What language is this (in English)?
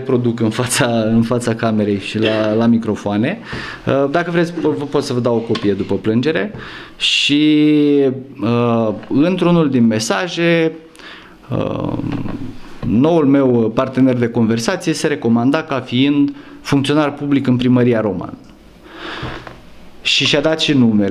Romanian